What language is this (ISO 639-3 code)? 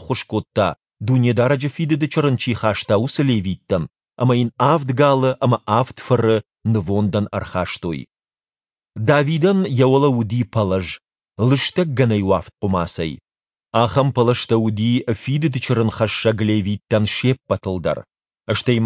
oss